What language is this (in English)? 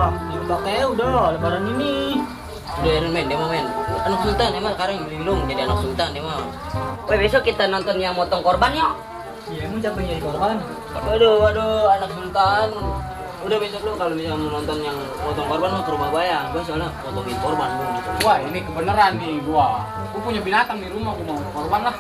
Betawi